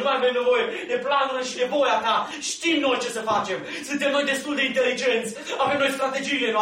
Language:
Romanian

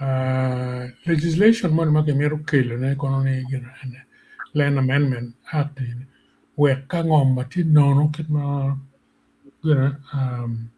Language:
Acoli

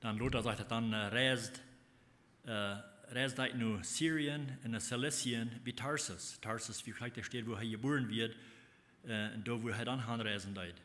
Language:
Plautdietsch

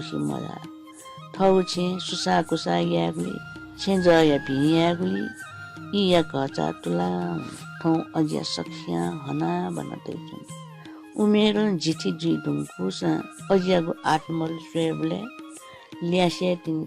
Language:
Newari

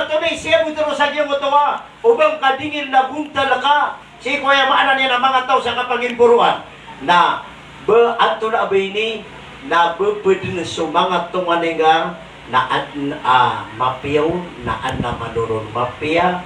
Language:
Maranao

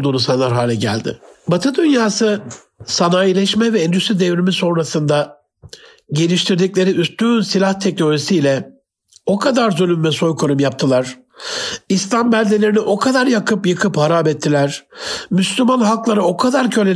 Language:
Turkish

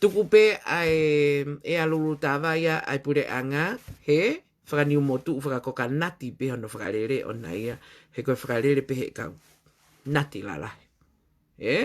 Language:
Tongan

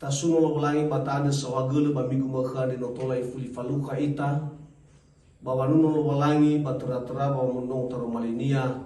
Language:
Nias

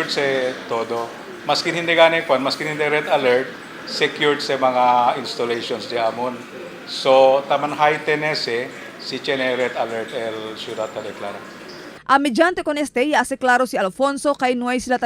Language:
Chavacano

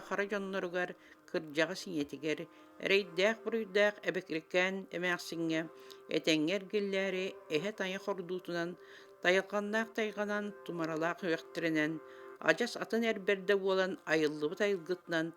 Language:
Yakut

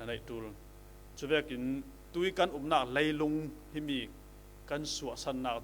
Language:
Falam Chin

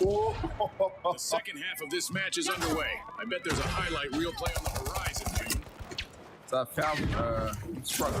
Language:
Luxembourgish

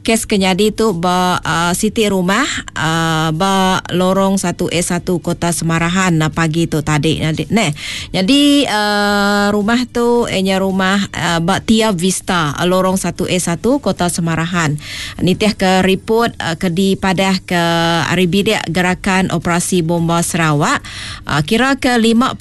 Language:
Iban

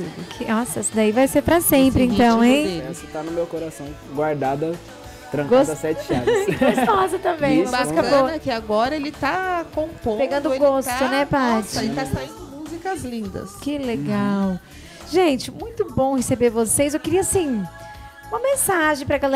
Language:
Portuguese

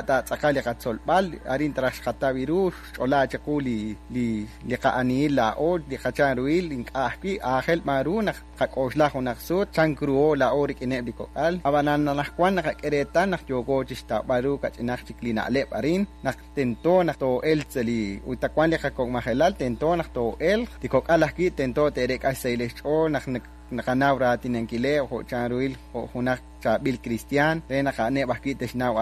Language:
Kekchí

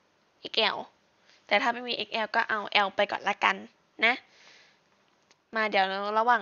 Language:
Thai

